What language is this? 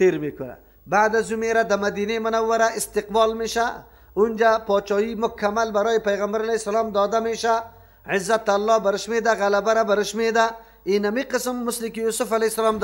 Persian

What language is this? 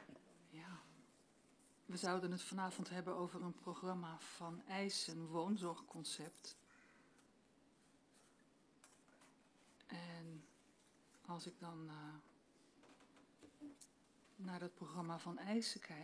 Dutch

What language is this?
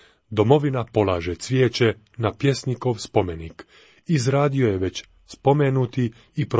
Croatian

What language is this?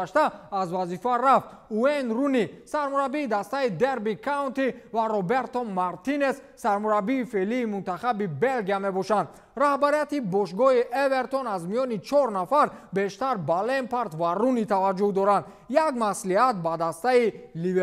Tajik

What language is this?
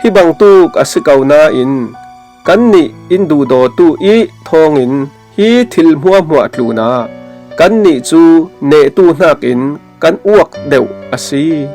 Falam Chin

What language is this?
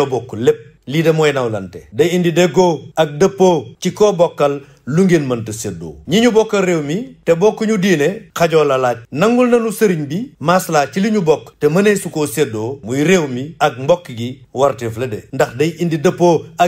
Wolof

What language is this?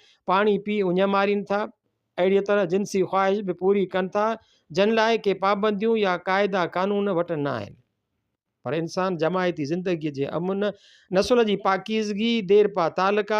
Sindhi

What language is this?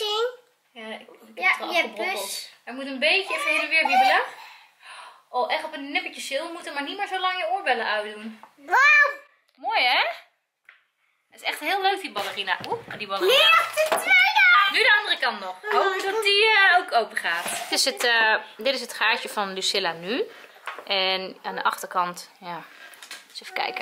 Dutch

